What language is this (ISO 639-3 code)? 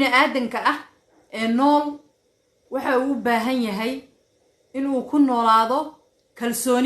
som